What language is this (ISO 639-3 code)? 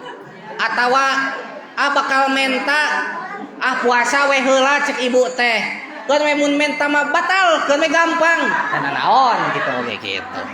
sun